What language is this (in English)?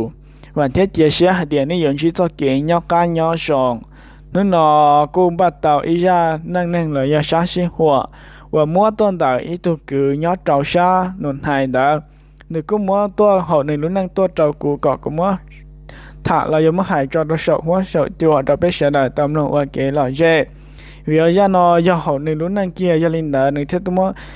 Hmong